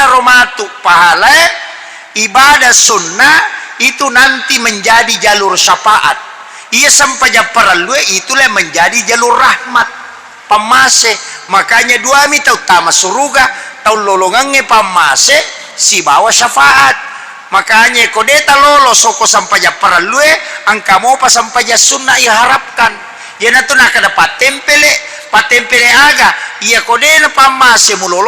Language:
Buginese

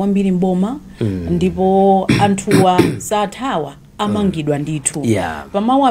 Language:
Nyanja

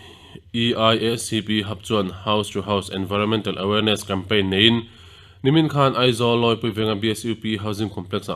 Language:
Mizo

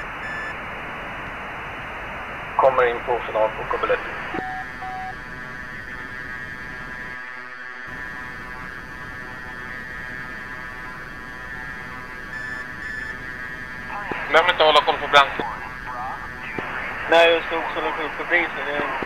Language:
Swedish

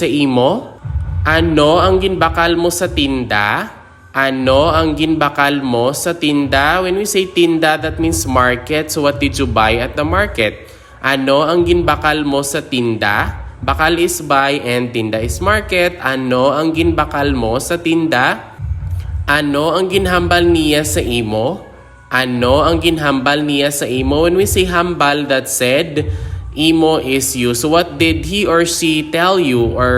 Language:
Hiligaynon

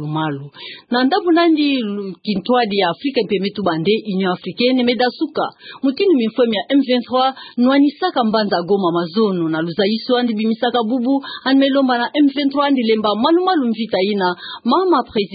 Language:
Kituba (Democratic Republic of Congo)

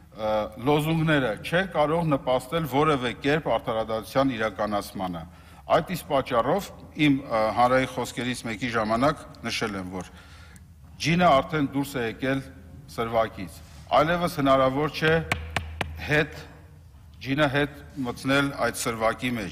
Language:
Armenian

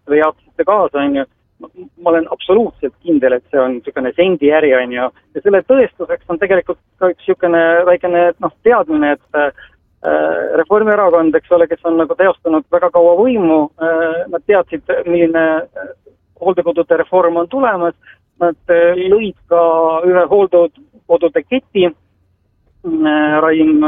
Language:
Estonian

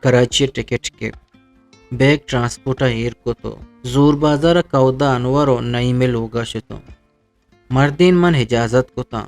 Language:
Eastern Balochi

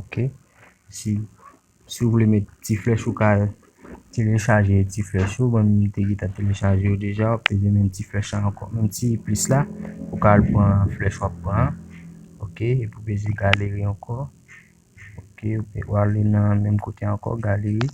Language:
Haitian Creole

